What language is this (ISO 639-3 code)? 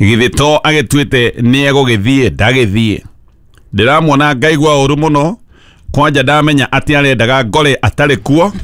kik